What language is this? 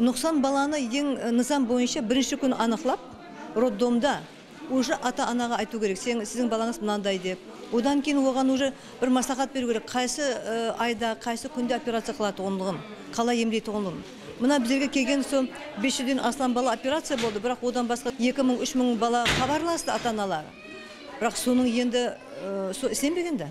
Kara-Kalpak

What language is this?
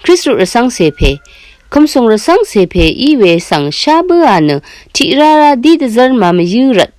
Rawang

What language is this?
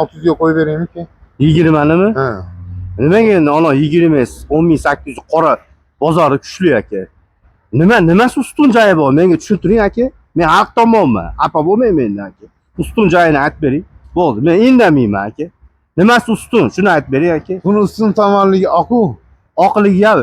Uzbek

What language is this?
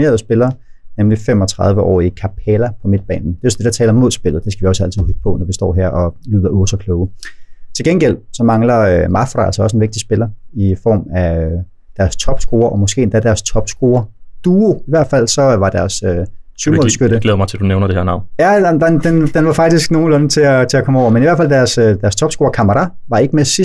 Danish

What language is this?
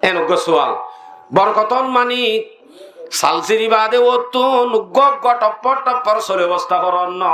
Rohingya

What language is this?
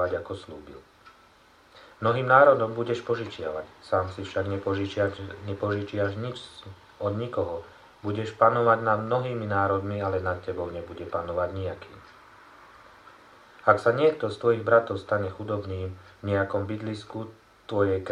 Slovak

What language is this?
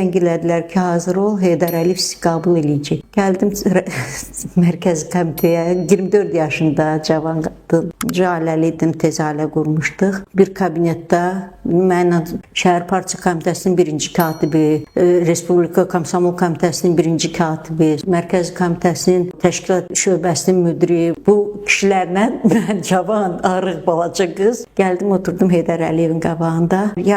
Azerbaijani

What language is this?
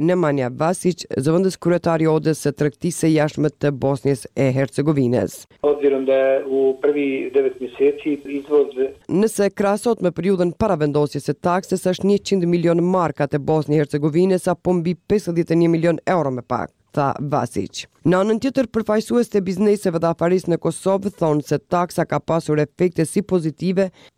Albanian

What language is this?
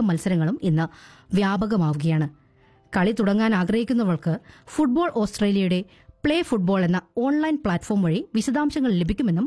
Malayalam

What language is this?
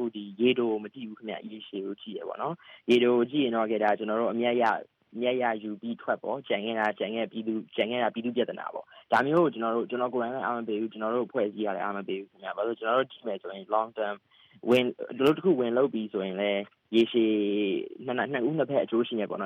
Burmese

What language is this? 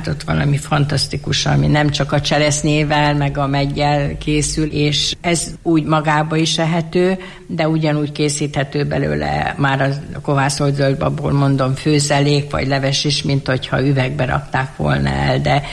Hungarian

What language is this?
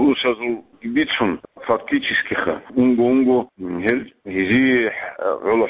Avaric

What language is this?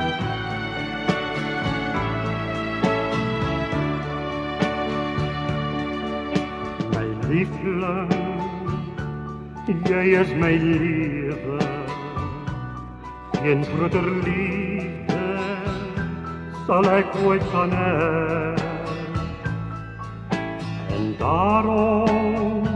Afrikaans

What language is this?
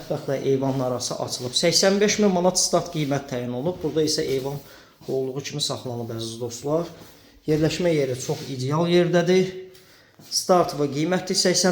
Azerbaijani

